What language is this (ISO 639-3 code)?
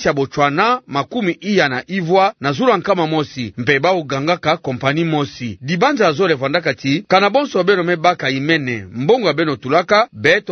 ktu